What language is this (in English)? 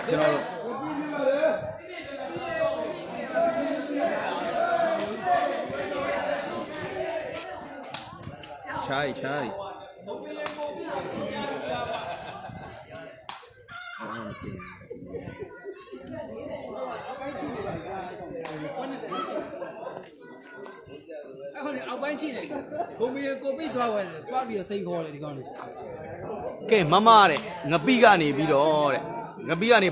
Burmese